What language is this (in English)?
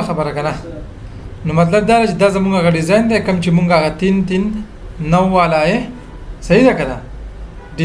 Pashto